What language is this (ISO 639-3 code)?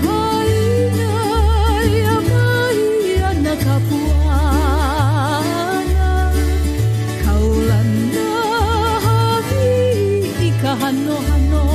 haw